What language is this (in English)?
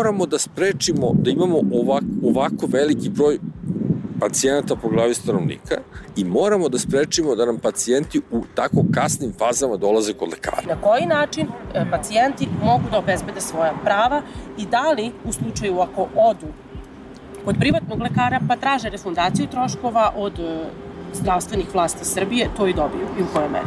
Serbian